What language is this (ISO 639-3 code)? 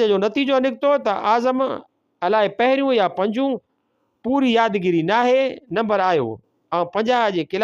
snd